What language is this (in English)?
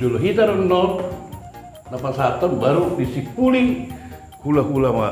Batak Toba